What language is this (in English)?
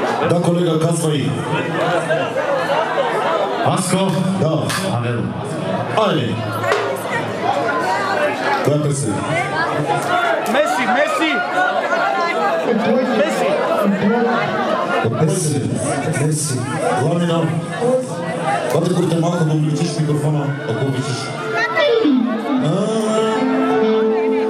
Bulgarian